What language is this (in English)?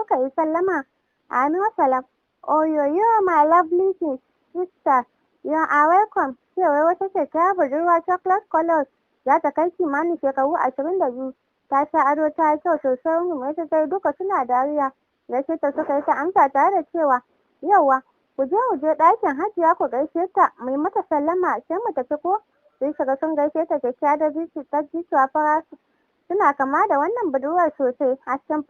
Hausa